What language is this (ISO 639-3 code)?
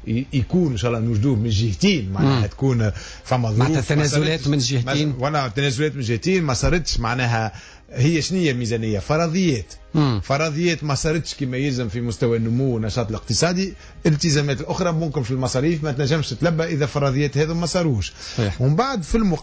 aeb